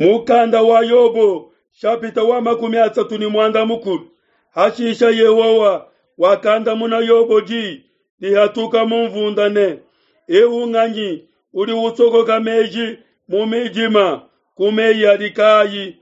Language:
Luba-Lulua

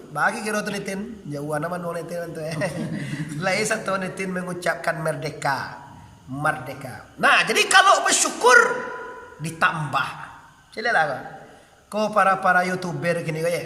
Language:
Minangkabau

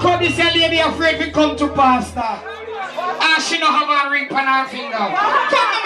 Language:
Jamaican Creole English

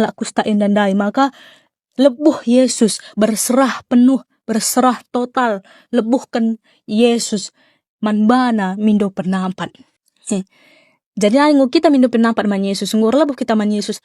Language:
Batak Karo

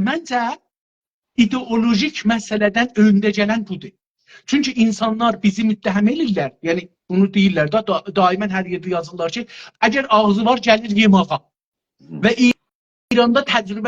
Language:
South Azerbaijani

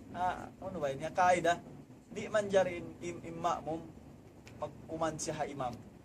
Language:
Tausug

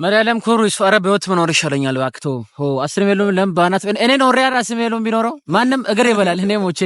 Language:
Amharic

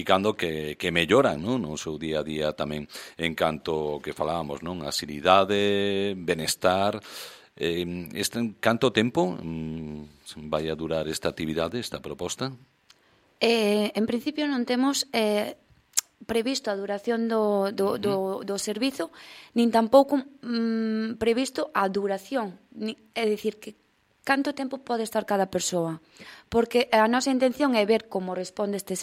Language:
Galician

